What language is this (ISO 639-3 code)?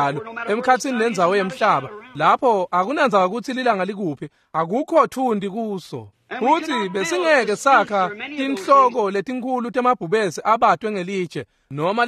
ssw